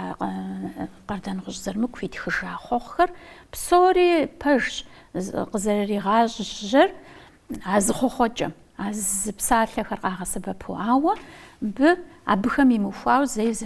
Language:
Kabardian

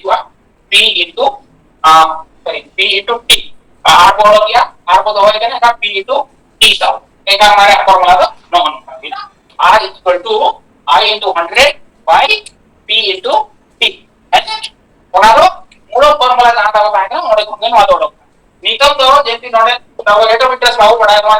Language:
Santali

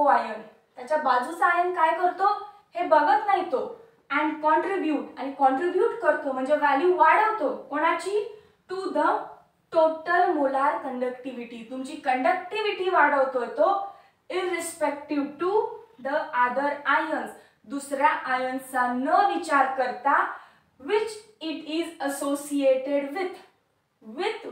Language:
Marathi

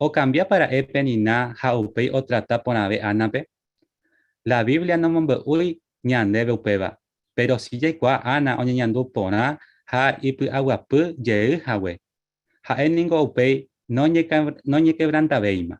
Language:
Guarani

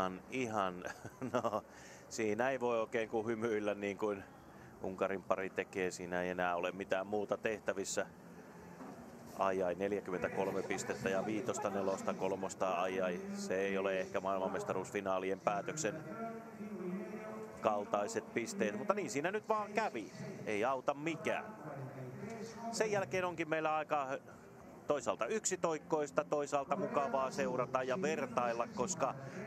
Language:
Finnish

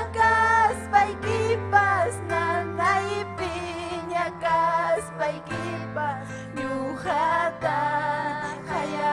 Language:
Ayacucho Quechua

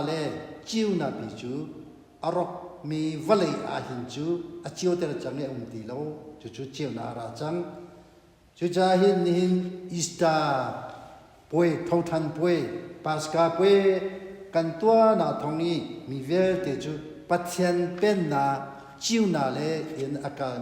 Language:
Hakha Chin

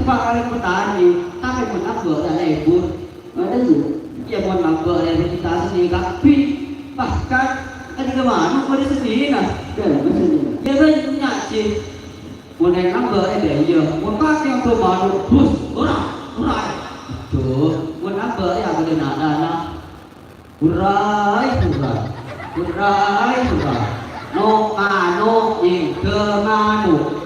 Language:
Madurese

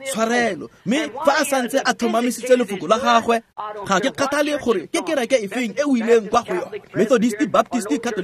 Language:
Tswana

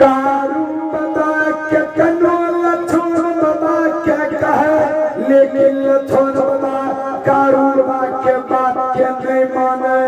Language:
Maithili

